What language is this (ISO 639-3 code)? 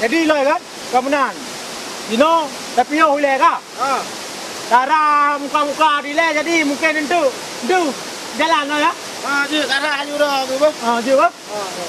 ace